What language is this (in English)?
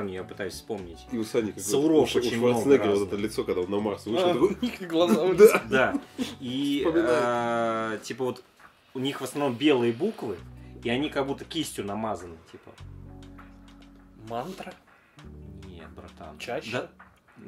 Russian